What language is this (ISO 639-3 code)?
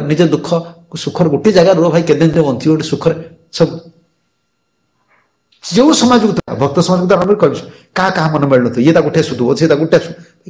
ori